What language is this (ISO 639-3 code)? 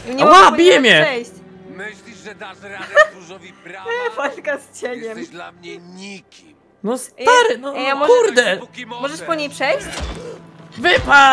pol